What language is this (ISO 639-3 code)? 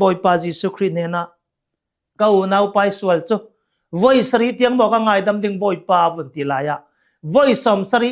cnh